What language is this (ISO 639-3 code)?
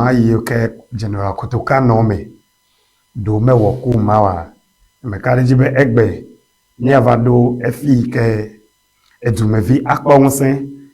ewe